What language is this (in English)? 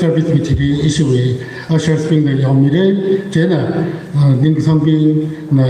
Tangkhul Naga (India)